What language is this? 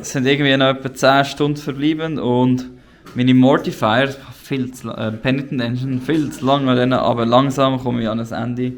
Swiss German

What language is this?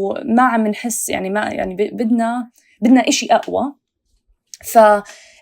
North Levantine Arabic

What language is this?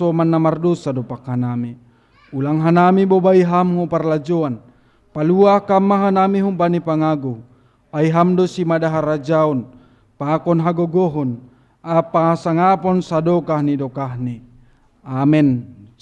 Batak Simalungun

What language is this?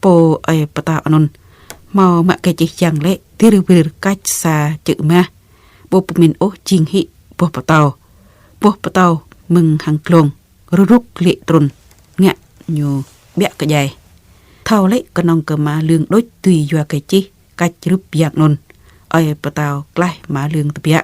Jarai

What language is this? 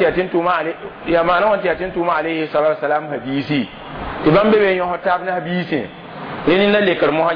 Mossi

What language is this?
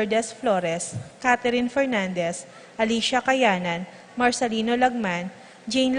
Pampanga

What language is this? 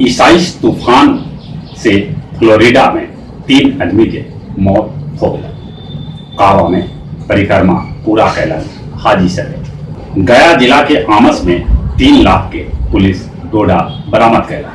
Magahi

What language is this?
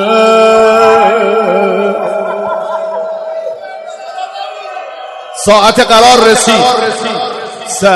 Persian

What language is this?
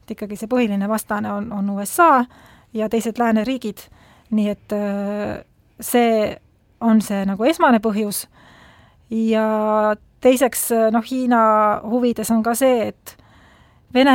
Estonian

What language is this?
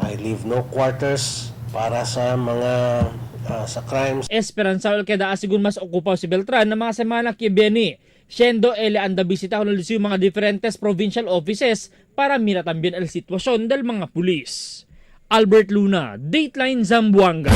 Chavacano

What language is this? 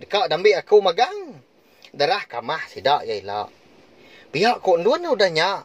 Iban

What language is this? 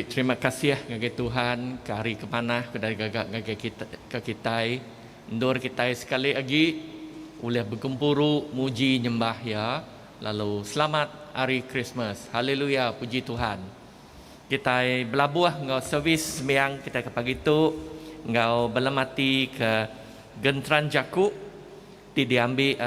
Iban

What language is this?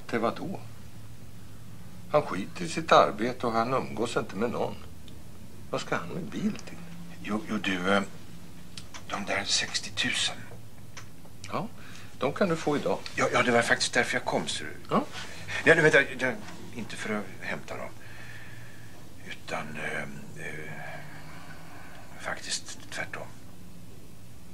Swedish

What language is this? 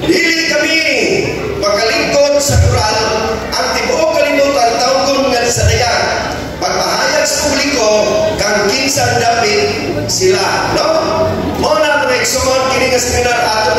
Cebuano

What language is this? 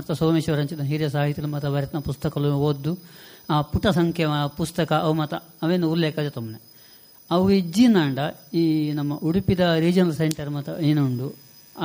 Tulu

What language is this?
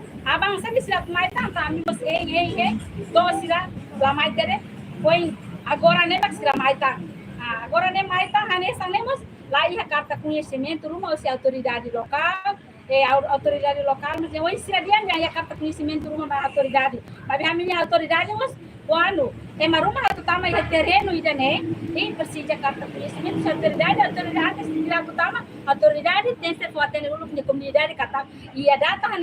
Tetum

